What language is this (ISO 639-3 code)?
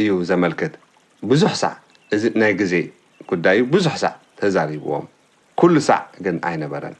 tir